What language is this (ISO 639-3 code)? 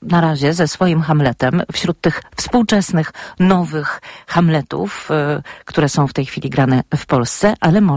pol